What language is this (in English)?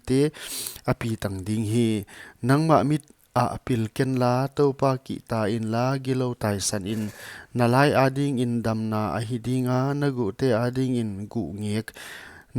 Paite Chin